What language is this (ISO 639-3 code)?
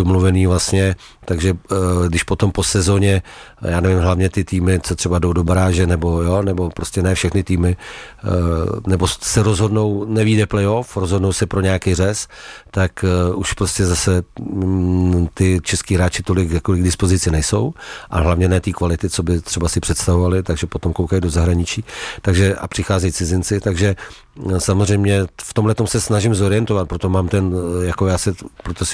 ces